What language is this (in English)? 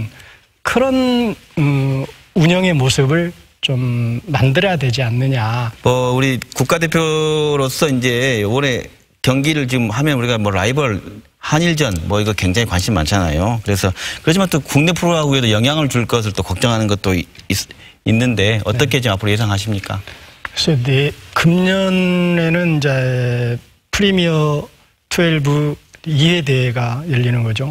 Korean